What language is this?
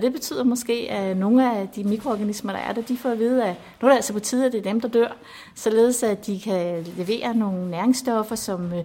Danish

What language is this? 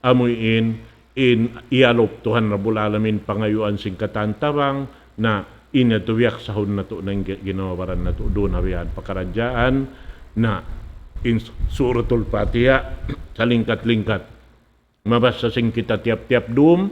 Tausug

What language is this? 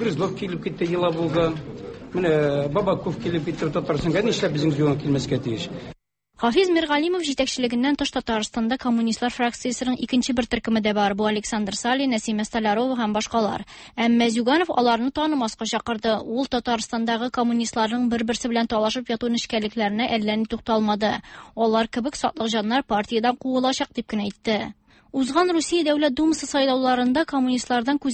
Tatar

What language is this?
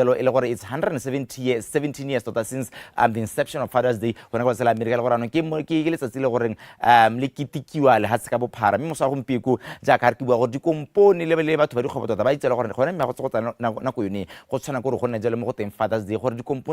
Tswana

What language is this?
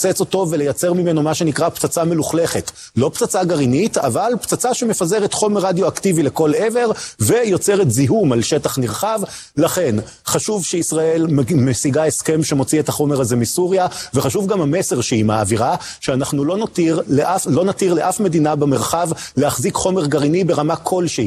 Hebrew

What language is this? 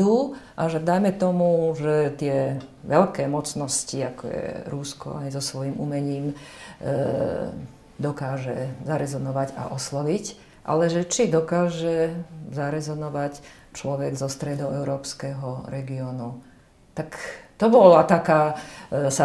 Slovak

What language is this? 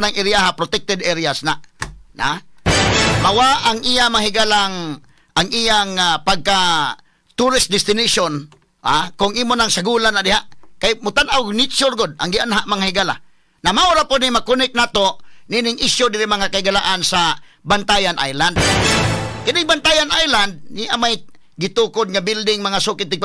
Cebuano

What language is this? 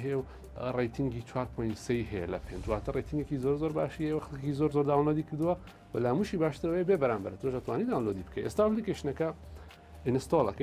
Central Kurdish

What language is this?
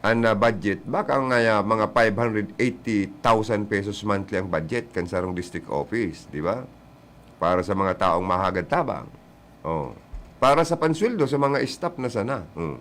Bikol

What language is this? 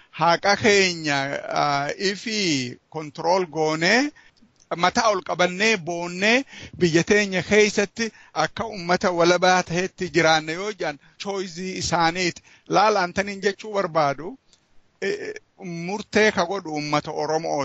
Oromo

